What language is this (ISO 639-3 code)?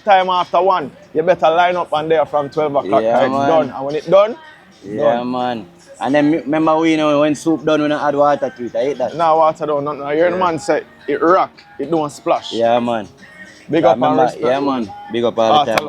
jam